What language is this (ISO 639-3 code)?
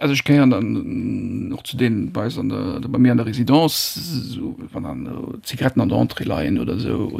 ltz